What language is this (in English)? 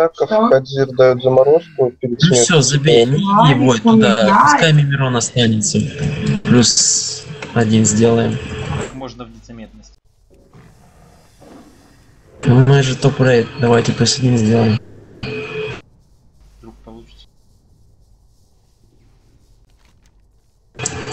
Russian